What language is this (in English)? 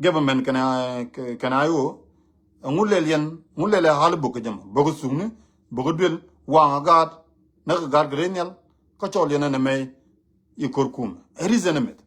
Nuer